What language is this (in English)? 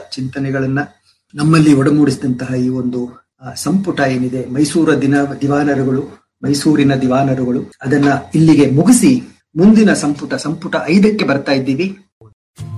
Kannada